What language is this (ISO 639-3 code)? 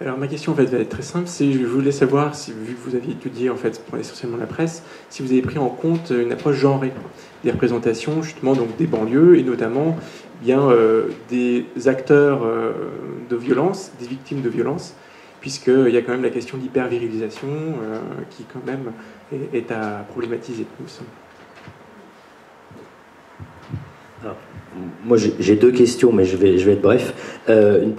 fra